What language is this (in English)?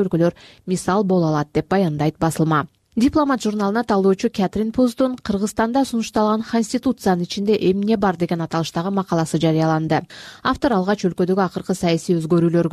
Kyrgyz